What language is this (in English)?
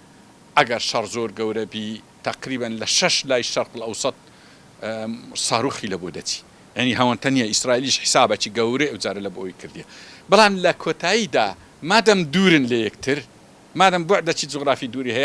Central Kurdish